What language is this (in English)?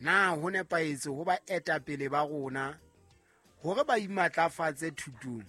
Southern Sotho